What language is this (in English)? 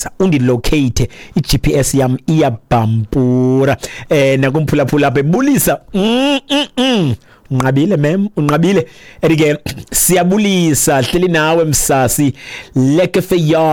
Xhosa